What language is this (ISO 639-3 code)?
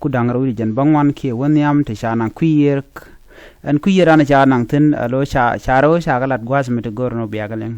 nus